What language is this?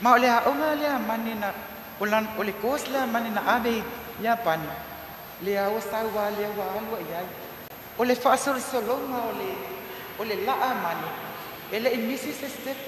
Samoan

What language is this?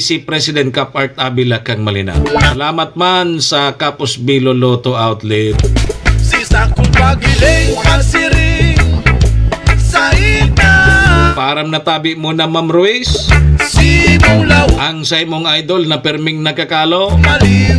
Bikol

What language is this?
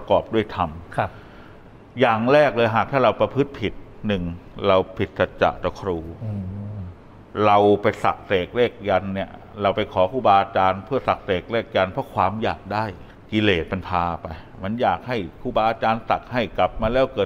Thai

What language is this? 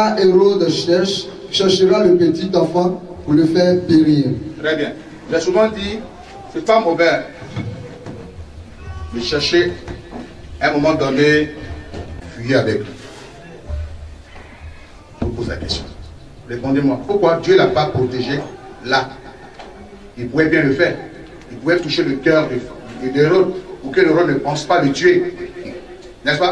French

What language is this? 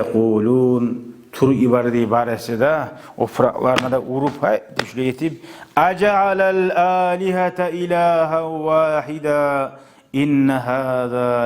Kumyk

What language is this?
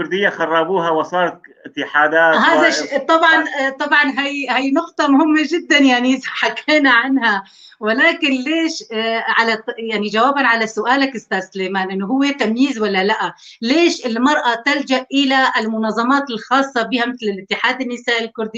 North Levantine Arabic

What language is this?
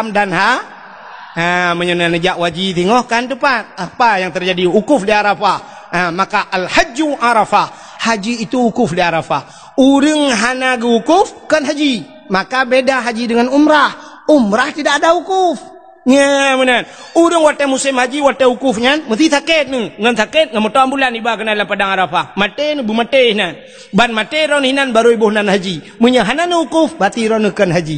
Achinese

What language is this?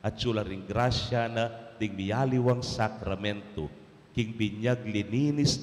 Pampanga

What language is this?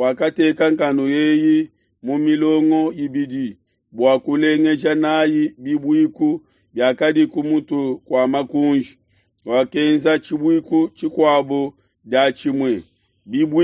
Luba-Lulua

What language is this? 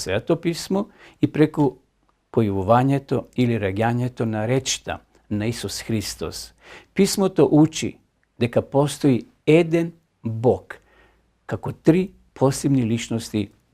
Macedonian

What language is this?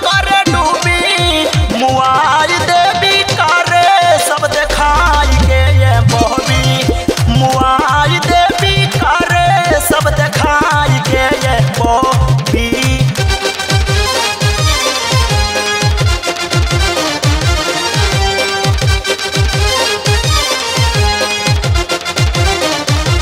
Bhojpuri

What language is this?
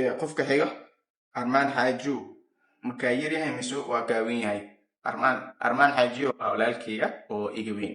Somali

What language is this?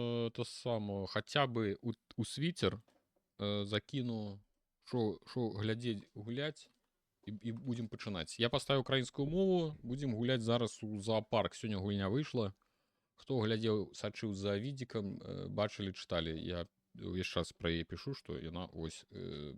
Belarusian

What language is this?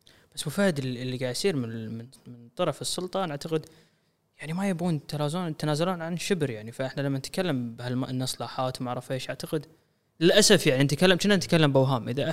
Gulf Arabic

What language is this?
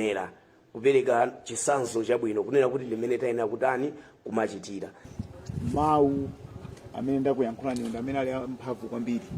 Nyanja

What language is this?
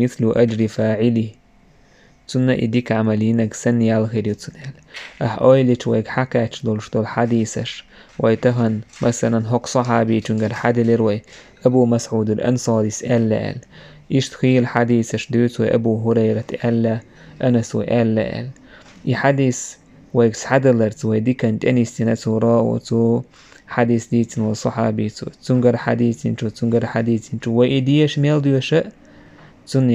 Chechen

